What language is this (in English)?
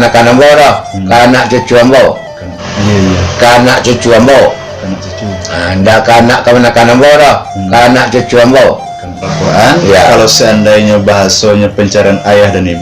Minangkabau